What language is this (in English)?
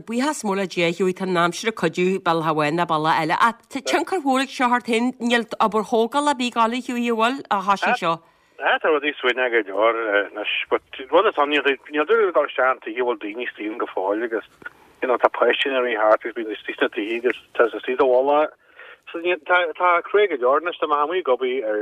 Irish